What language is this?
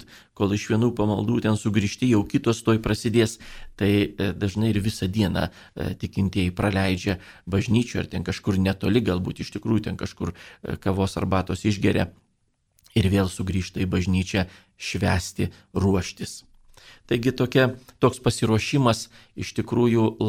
Lithuanian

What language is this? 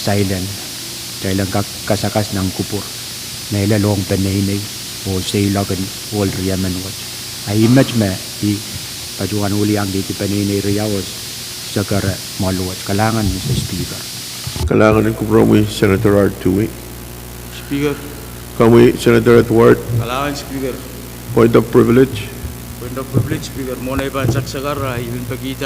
Pohnpeian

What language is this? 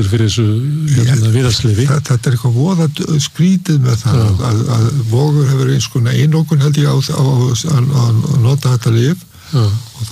Icelandic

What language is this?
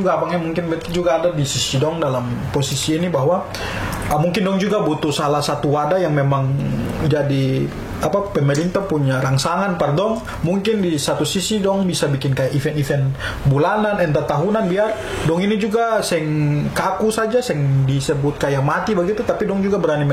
Ambonese Malay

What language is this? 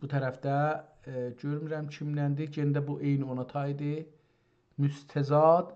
South Azerbaijani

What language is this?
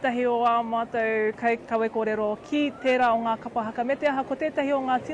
Māori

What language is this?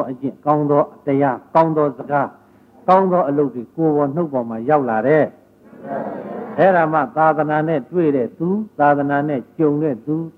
Burmese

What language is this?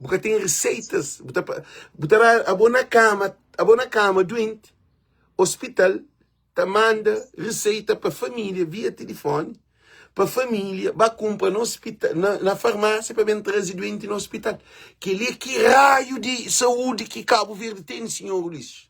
Kabuverdianu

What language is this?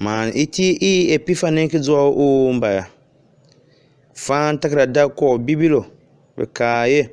Tiv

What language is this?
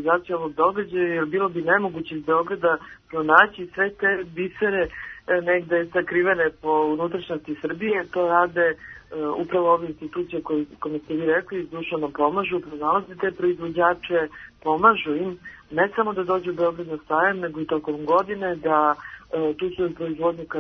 Serbian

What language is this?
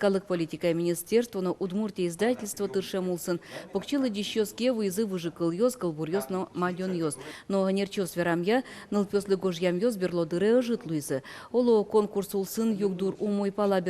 Udmurt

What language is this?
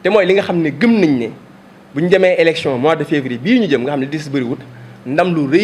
Wolof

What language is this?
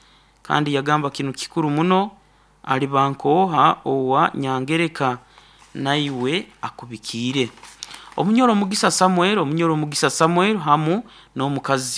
Nyankole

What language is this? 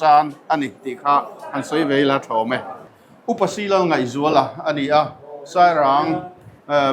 Mizo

